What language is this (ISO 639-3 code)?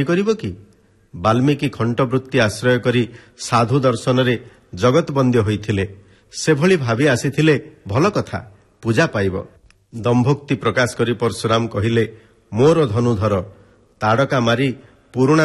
ori